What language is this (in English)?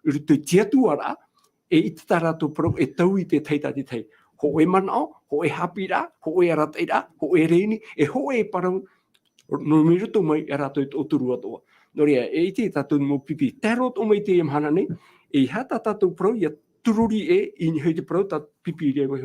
Tahitian